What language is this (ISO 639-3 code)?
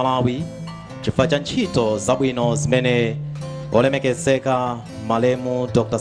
nya